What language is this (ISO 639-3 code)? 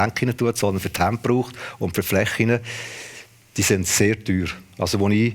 gsw